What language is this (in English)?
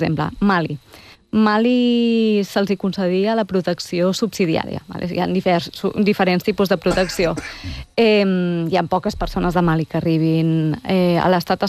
Catalan